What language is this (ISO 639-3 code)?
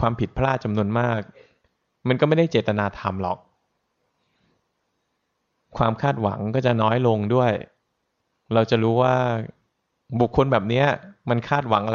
tha